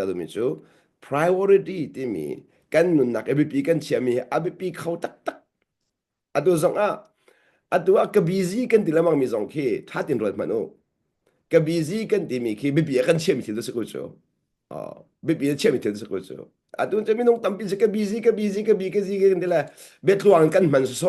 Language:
Hakha Chin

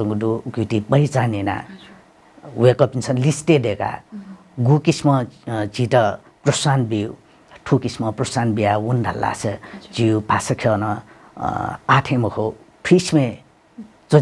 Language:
Newari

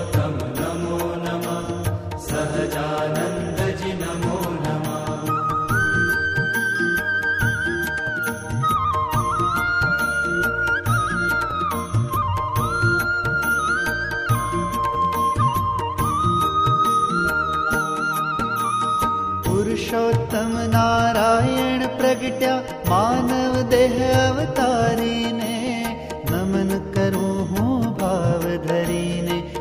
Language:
Hindi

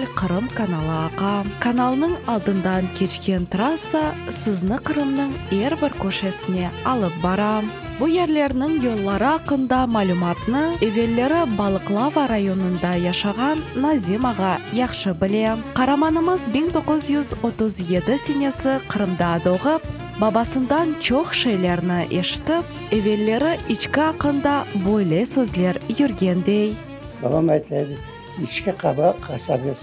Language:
Crimean Tatar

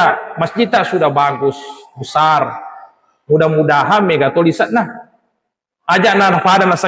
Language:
Buginese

